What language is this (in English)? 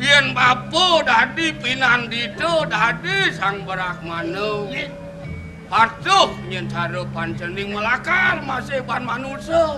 Balinese